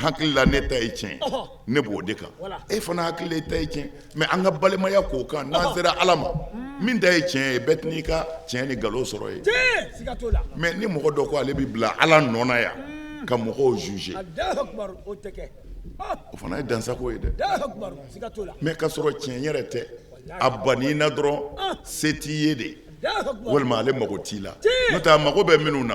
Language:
Bambara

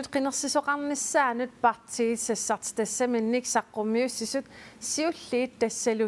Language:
Kalaallisut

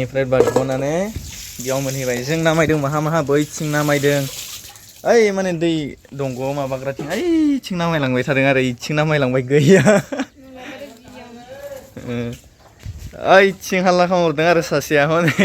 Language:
Bodo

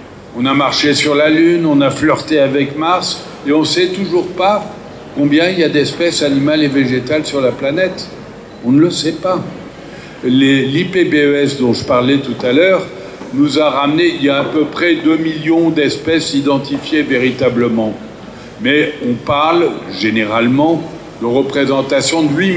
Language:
French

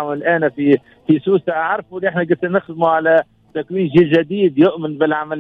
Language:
Tunisian Arabic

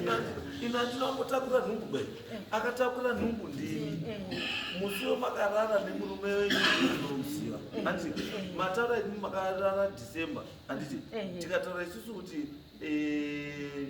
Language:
Shona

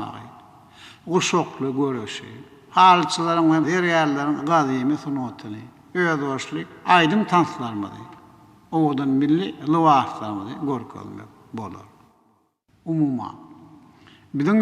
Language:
Turkmen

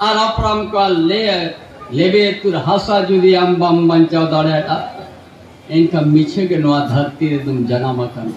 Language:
Santali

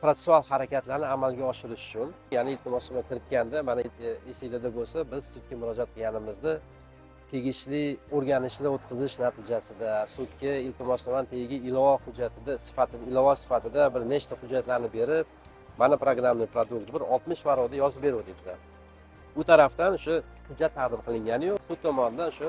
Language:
Uzbek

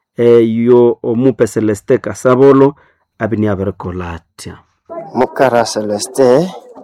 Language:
Nande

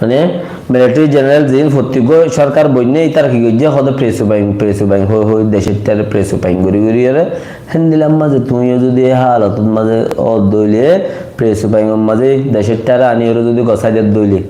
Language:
Rohingya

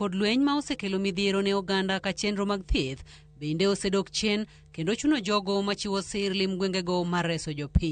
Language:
Luo (Kenya and Tanzania)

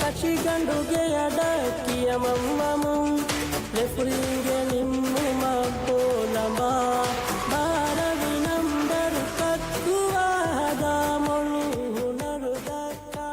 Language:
Divehi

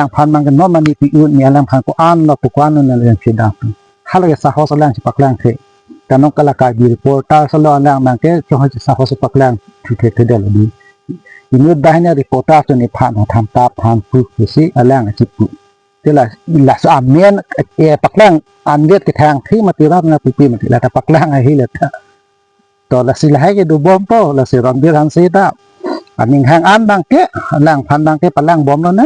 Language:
Karbi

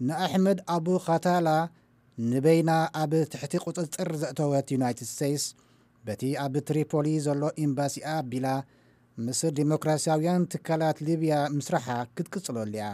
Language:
Tigrinya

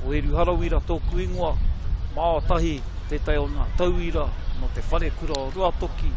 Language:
Māori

